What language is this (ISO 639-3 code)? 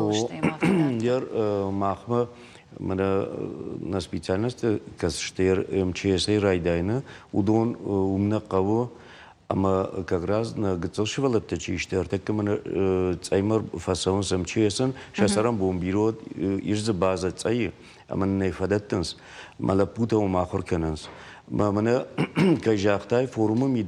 oss